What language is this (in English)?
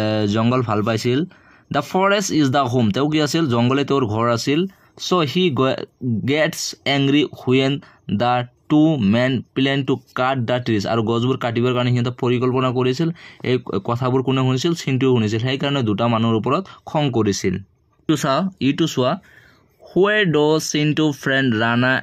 Assamese